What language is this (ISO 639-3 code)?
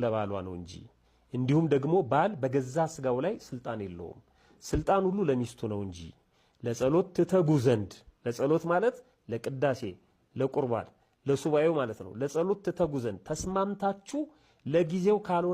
amh